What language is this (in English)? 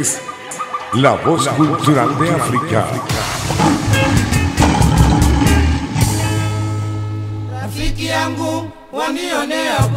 Swahili